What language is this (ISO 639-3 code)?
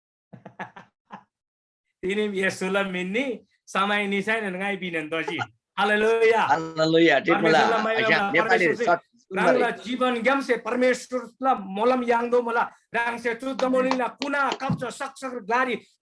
taj